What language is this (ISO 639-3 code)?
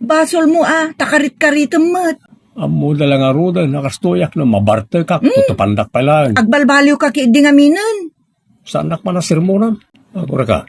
ilo